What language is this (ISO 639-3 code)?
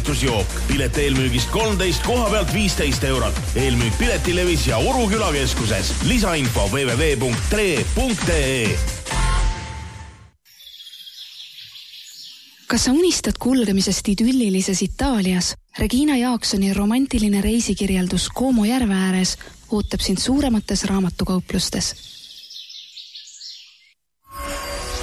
est